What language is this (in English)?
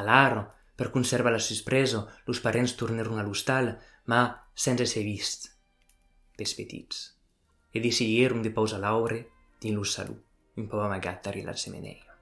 Occitan